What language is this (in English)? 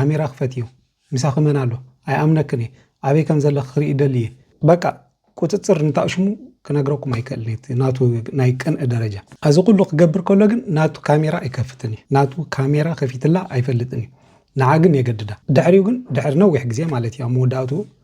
Tigrinya